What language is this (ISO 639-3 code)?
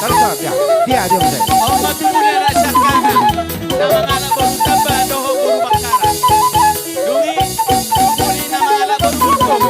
bbc